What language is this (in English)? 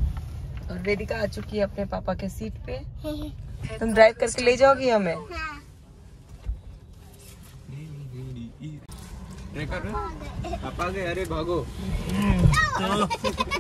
Hindi